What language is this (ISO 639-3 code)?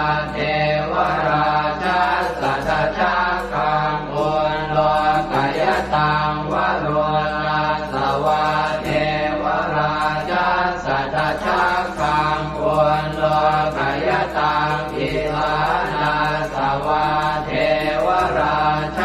pli